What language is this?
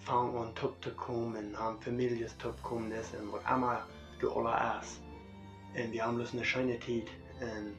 Plautdietsch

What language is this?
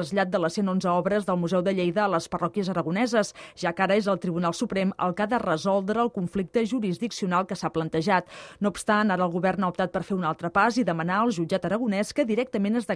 Catalan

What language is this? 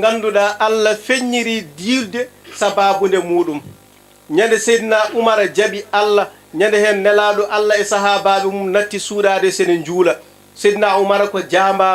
Fula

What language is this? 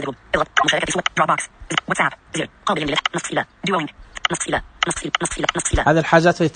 Najdi Arabic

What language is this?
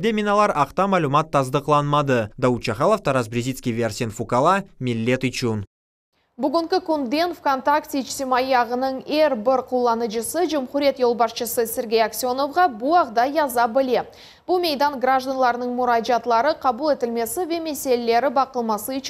Crimean Tatar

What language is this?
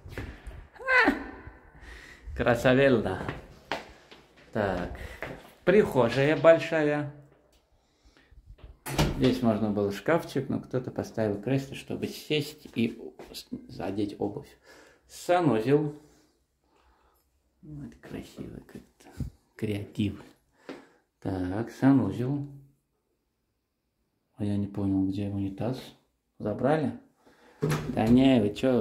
Russian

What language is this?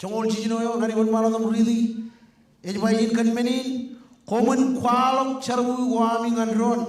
Marshallese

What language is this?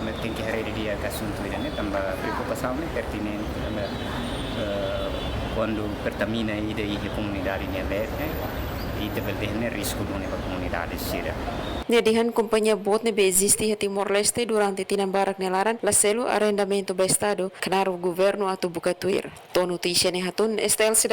Tetum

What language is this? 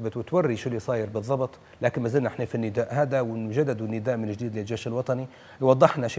Arabic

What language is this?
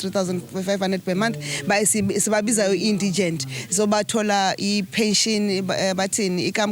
Zulu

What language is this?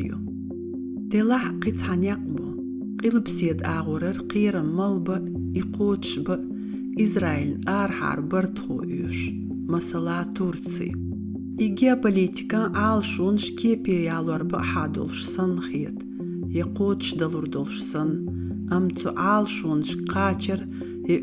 Chechen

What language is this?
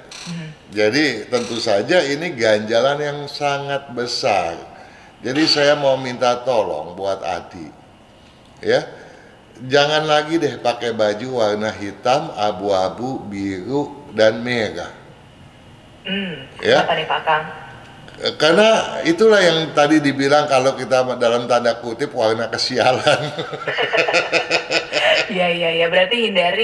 Indonesian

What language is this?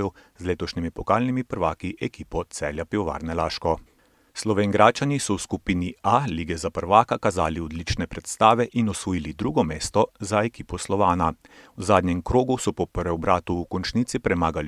Slovenian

